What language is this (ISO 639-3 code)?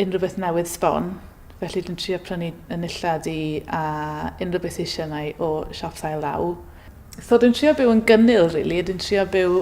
cym